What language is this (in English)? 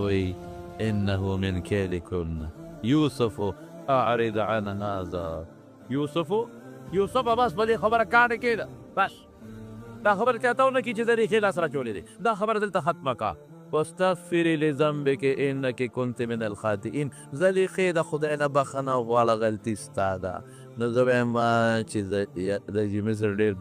Pashto